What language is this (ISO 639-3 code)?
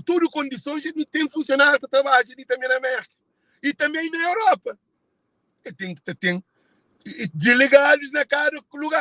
kea